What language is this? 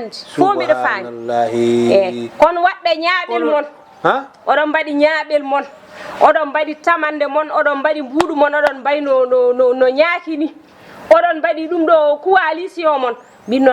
Fula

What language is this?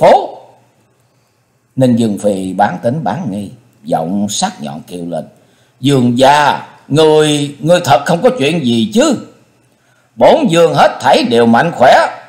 Vietnamese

